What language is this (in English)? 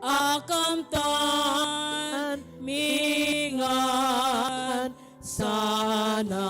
Pampanga